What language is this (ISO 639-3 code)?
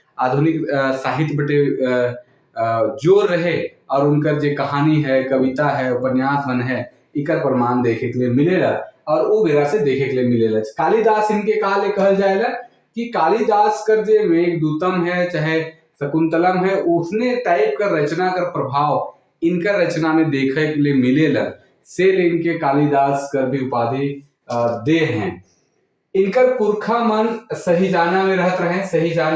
sck